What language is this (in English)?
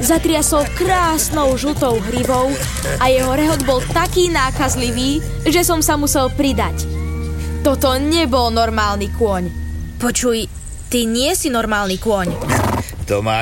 Slovak